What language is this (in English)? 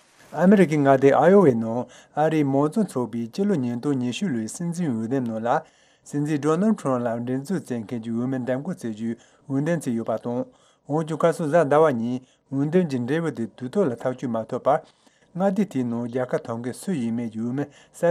Tibetan